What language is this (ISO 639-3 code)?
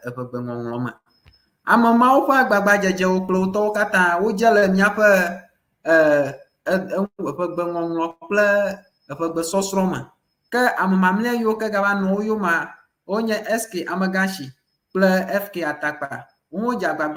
ewe